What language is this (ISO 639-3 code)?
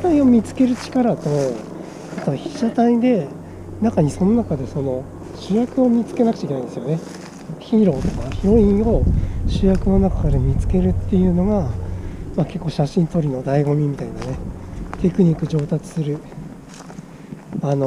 jpn